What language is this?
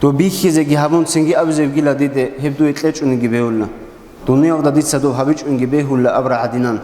Avaric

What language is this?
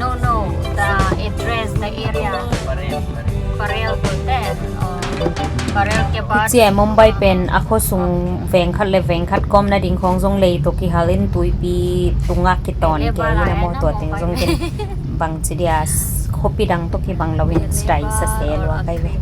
Tedim Chin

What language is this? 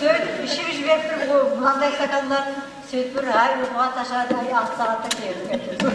Kara-Kalpak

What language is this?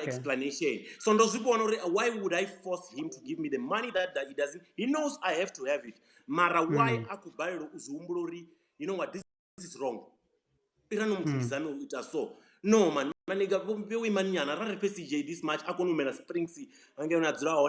Venda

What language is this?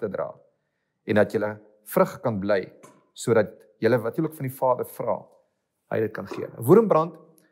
Afrikaans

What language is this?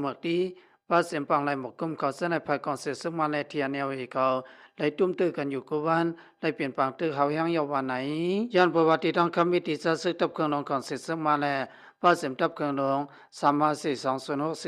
Shan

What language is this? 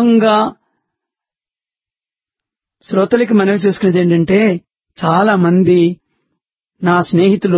Telugu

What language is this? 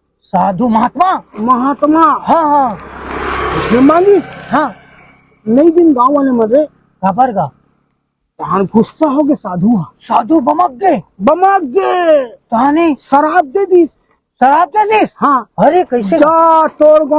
Chhattisgarhi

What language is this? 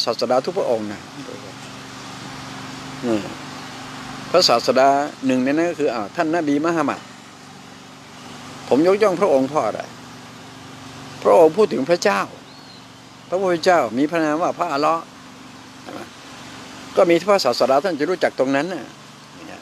Thai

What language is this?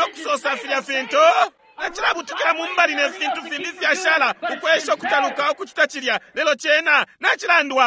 Bemba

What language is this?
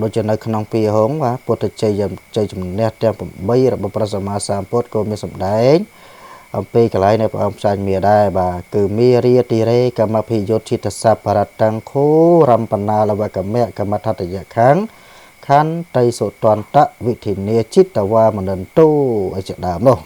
Khmer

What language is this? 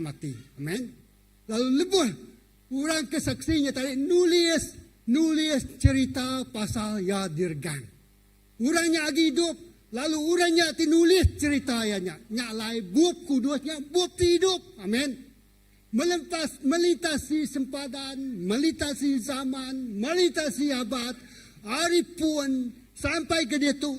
Iban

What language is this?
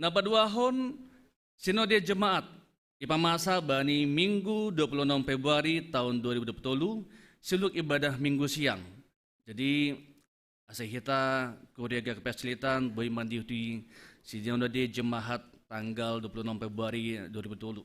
Batak Simalungun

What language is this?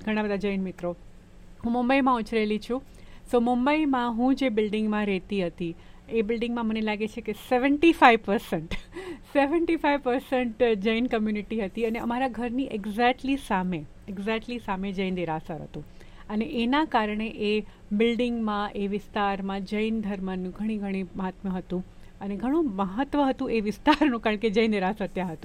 Gujarati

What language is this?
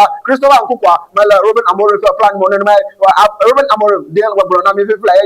Ewe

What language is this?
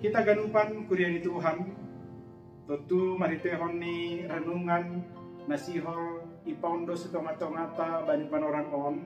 Batak Simalungun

